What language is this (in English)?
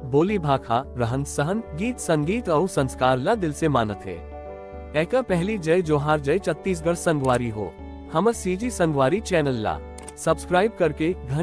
Chhattisgarhi